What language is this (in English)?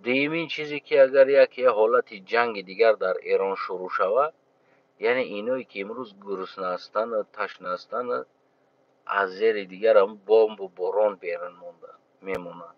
Tajik